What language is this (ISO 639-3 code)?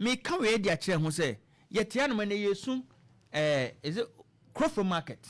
aka